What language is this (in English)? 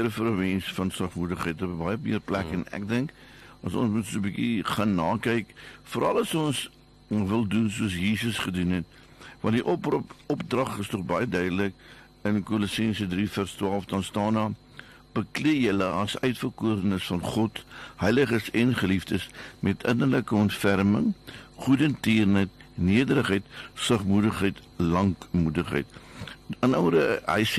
Afrikaans